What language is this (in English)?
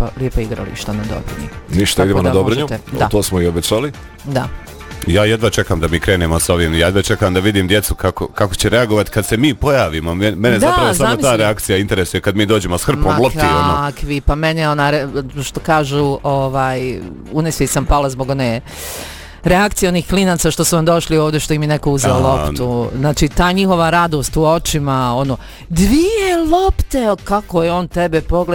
Bosnian